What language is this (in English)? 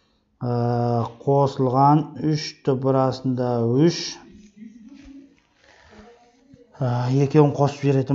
Kazakh